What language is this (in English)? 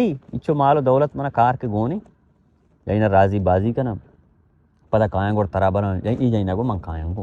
Baluchi